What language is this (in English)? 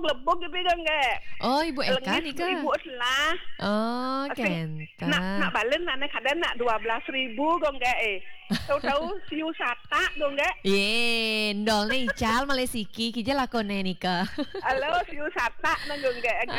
Balinese